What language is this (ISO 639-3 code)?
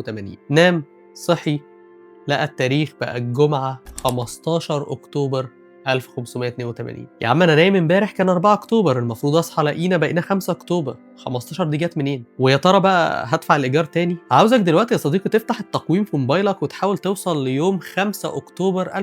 arz